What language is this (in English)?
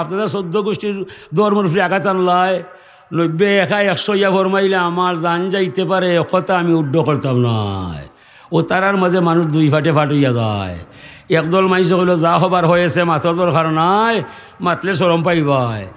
Sylheti